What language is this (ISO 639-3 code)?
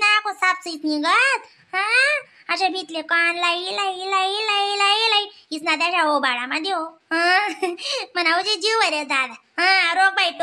khn